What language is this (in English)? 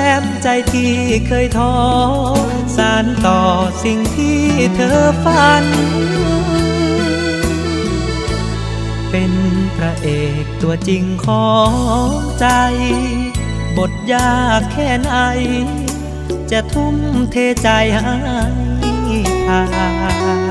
Thai